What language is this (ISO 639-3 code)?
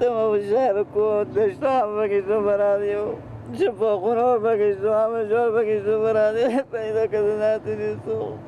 fas